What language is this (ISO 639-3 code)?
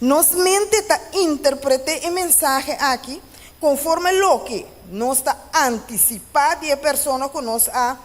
pap